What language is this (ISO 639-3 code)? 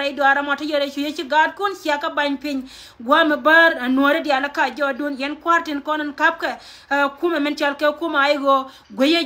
nus